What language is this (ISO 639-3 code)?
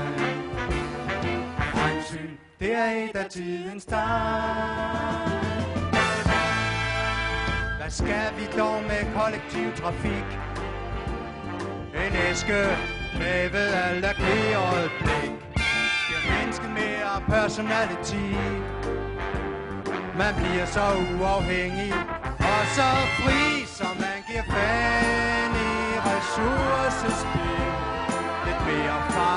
dan